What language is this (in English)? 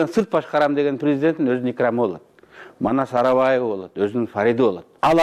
Kyrgyz